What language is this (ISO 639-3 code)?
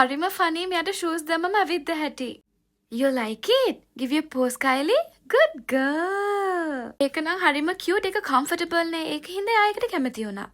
sin